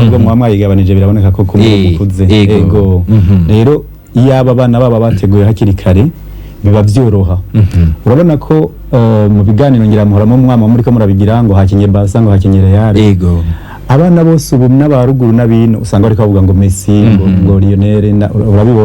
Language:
Rundi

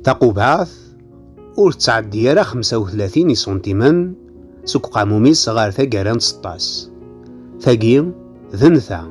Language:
Kabyle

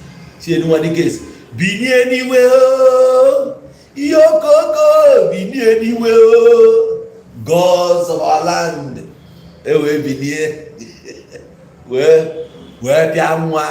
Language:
Igbo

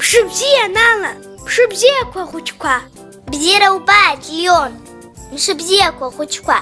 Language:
Abkhazian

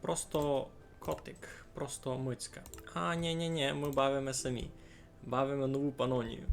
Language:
Rusyn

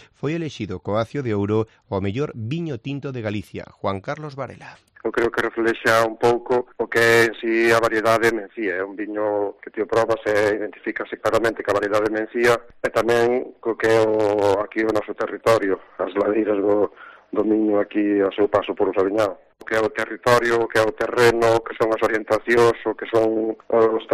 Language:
Galician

